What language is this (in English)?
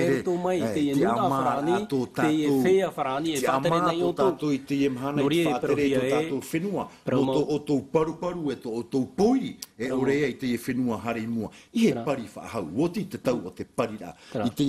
Tahitian